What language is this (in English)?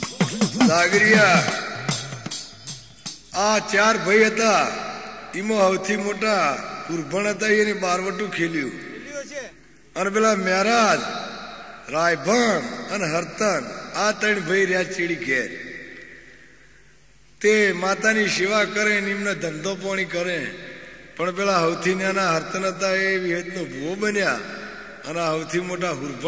Gujarati